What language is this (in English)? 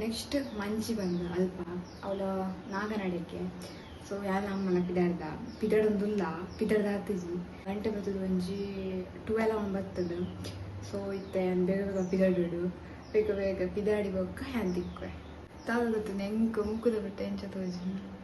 Tulu